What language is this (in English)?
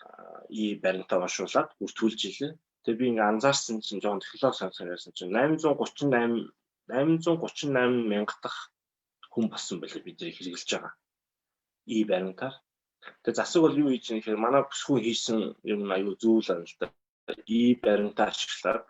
Mongolian